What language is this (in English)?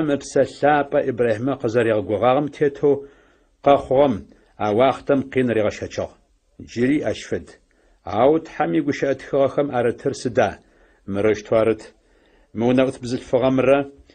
Adyghe